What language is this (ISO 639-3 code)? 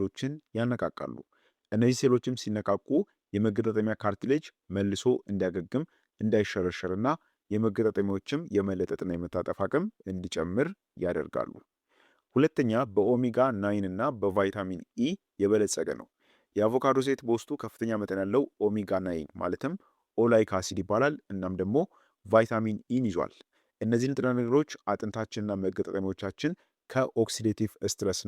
amh